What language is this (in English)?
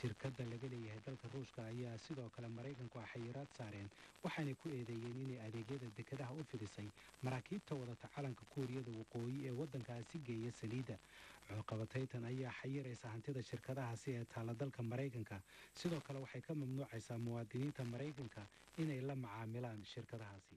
Somali